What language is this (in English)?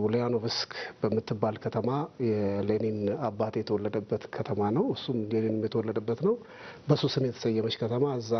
Amharic